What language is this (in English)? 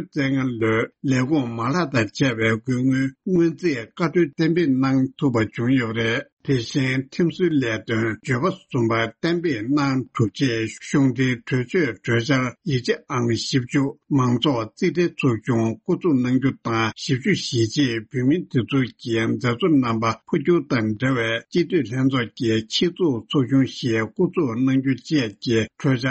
Tibetan